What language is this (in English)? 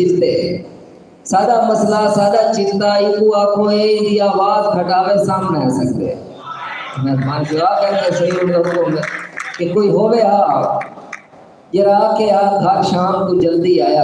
Saraiki